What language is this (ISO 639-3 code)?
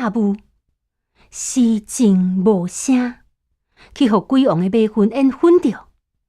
nan